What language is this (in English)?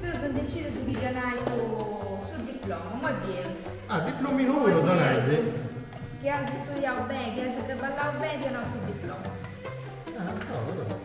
Sardinian